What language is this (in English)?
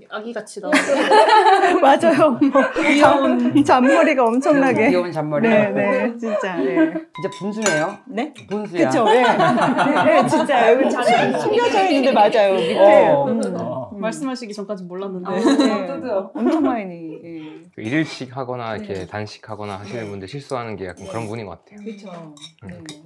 Korean